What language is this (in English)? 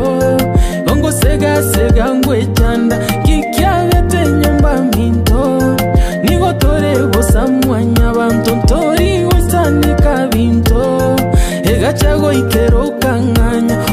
Gusii